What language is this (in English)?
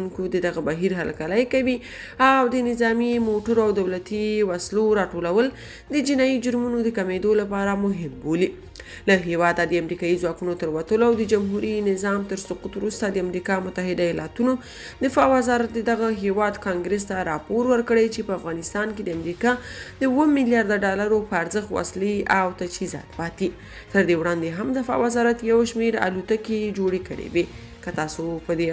Pashto